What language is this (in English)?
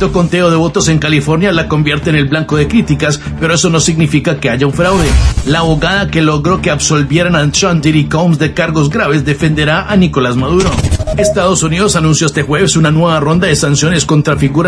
Spanish